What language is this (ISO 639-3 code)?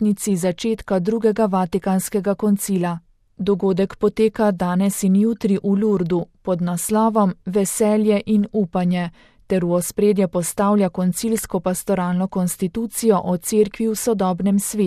slv